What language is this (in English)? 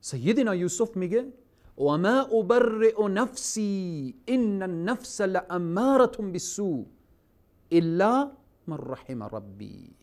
Persian